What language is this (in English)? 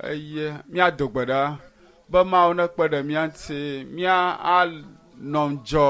Ewe